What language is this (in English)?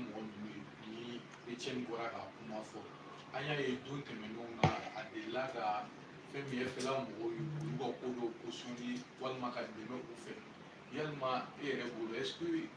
Bambara